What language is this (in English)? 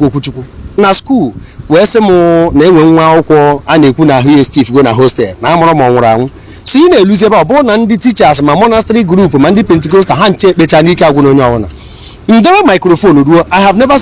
Igbo